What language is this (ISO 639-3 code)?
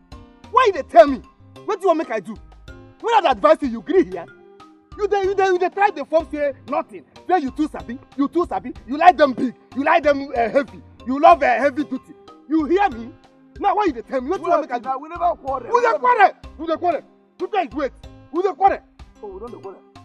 pcm